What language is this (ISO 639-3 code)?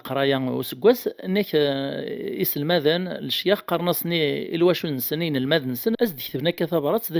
kab